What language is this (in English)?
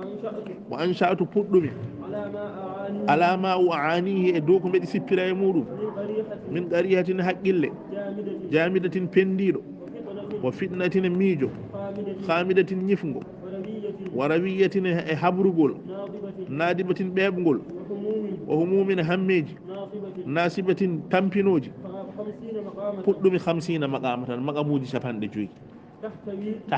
Fula